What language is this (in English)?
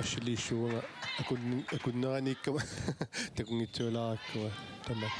Kalaallisut